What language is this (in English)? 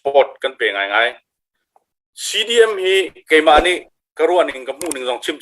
Hakha Chin